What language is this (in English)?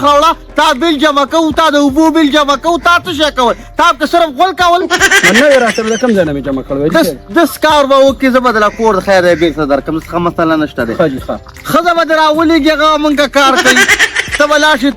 Pashto